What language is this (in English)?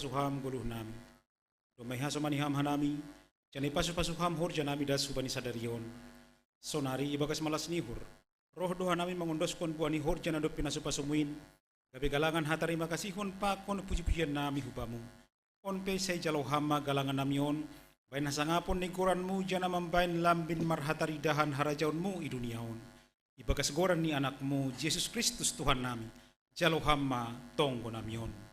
Batak Simalungun